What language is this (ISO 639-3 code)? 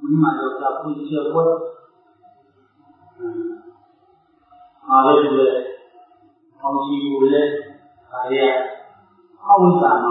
mya